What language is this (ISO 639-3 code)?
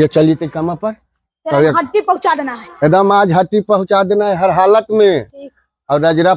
mag